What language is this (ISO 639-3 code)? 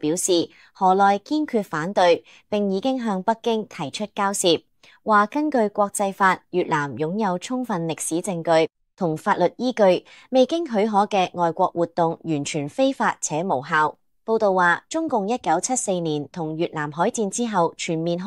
yue